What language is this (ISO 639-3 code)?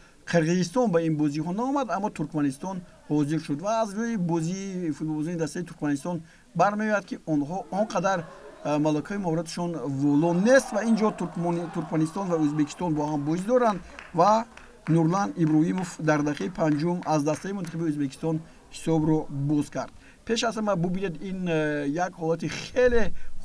tgk